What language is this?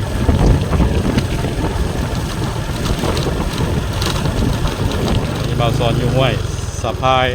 Lao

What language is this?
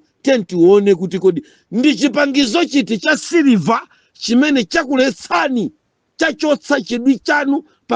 Nyanja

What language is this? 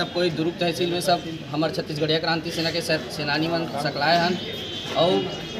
Chhattisgarhi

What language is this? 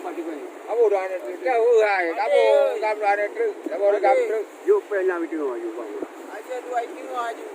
Achinese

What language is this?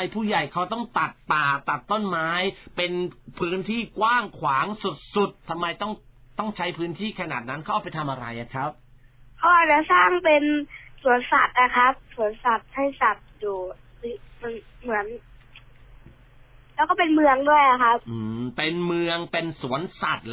Thai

